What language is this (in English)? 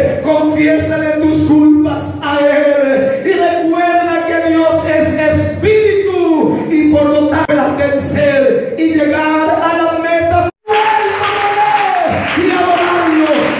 Spanish